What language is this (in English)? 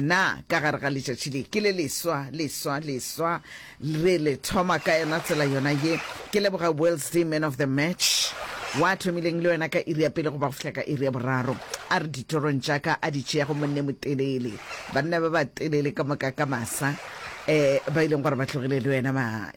Northern Sotho